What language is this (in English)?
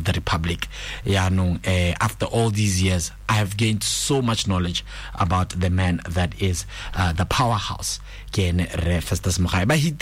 Tswana